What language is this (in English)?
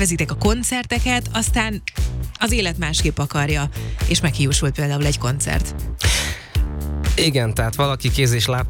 Hungarian